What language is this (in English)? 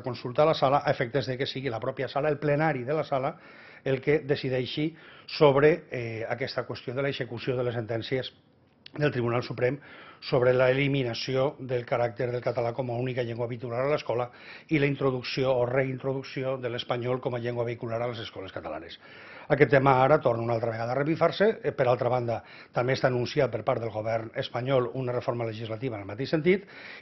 Catalan